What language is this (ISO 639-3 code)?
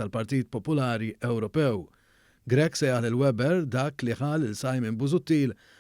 mlt